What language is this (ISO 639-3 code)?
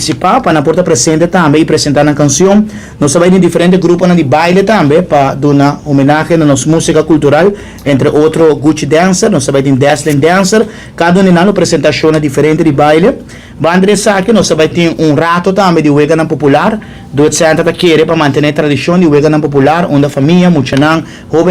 pap